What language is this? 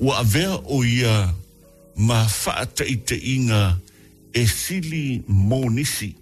Samoan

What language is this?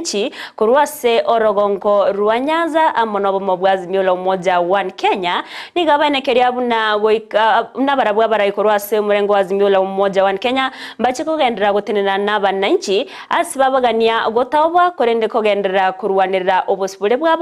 Gusii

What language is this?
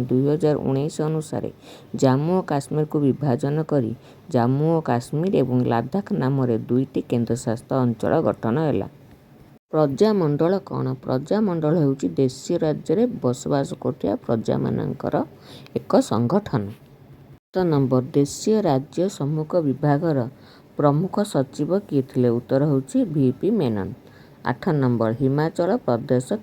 Odia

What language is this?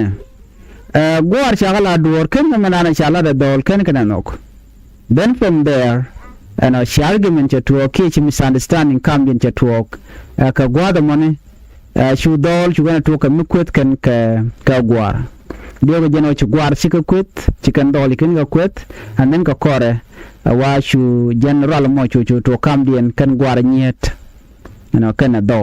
Nuer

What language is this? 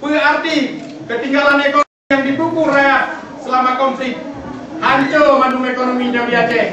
Achinese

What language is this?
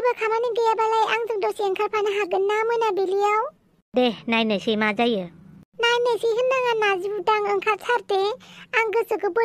Bodo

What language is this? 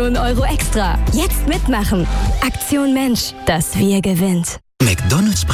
German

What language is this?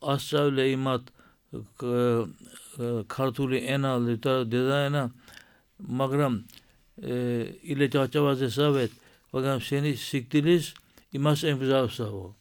Georgian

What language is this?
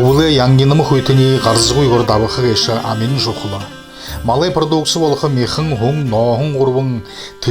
Buriat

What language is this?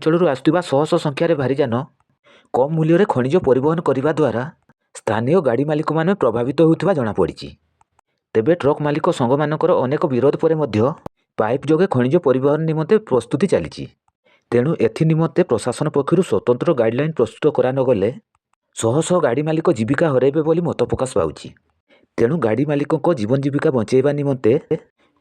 Odia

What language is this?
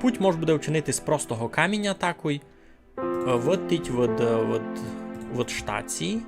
Rusyn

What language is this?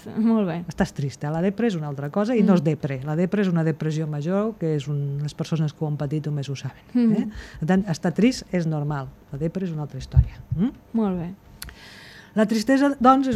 Catalan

